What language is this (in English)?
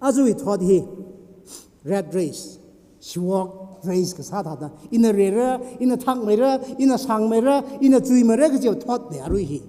Tangkhul Naga (India)